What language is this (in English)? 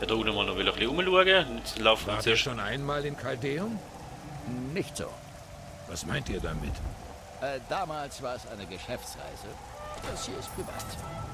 Swiss German